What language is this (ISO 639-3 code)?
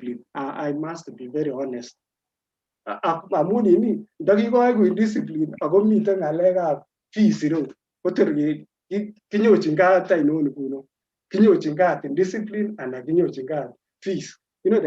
kln